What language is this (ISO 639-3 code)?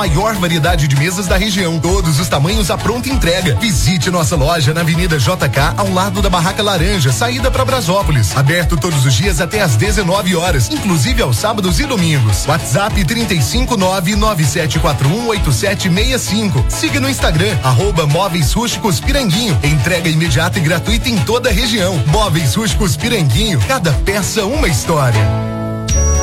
por